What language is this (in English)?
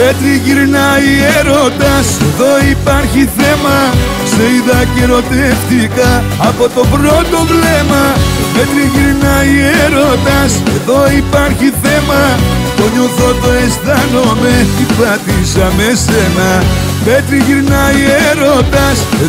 Greek